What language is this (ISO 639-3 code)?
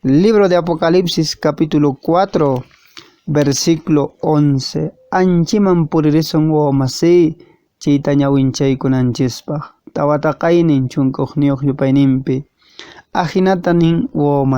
que